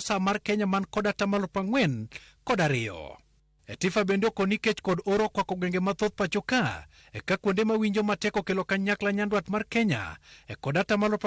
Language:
Luo (Kenya and Tanzania)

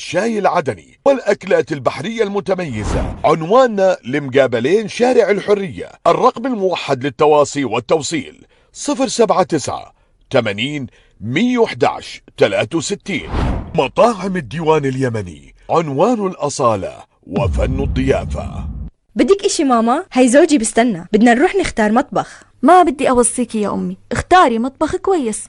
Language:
Arabic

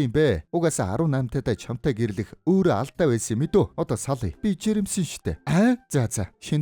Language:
Mongolian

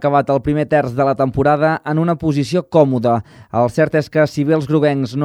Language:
Catalan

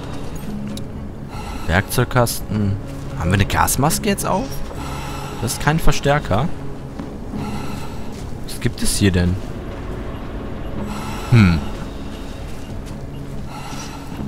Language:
German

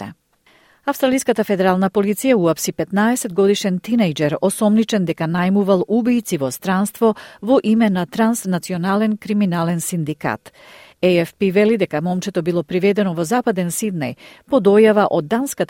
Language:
Macedonian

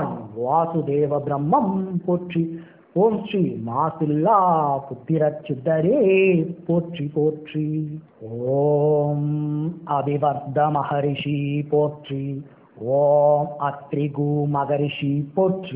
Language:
Tamil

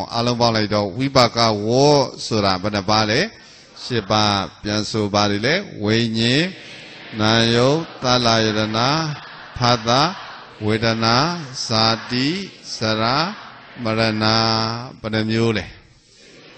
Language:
Burmese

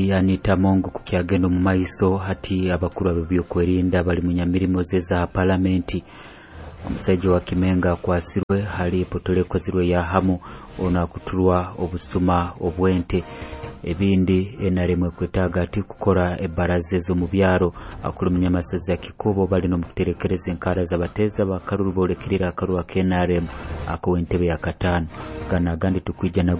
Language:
Nyoro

